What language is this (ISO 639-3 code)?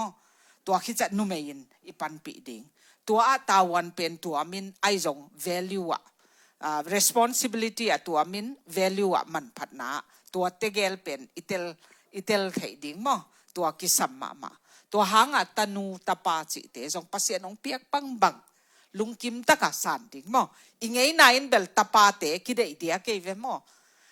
ctd